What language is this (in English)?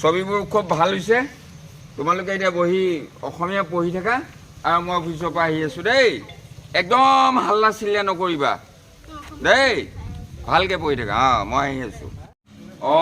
Assamese